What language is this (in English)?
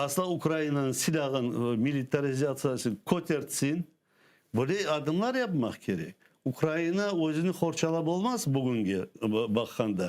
Crimean Tatar